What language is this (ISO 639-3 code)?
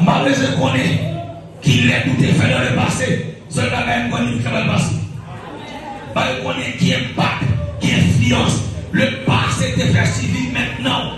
hat